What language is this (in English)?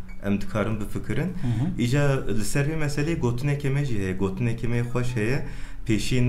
Kurdish